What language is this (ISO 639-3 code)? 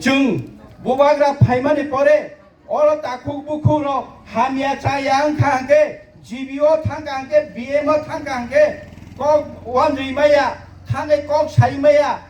trp